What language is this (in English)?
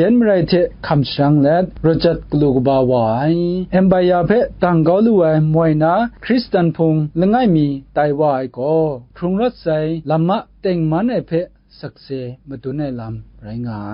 Kachin